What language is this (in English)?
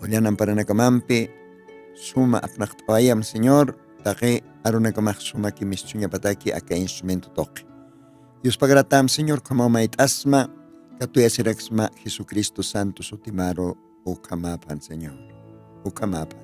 Aymara